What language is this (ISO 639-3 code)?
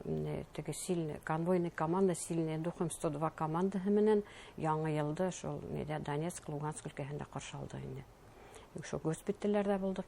bak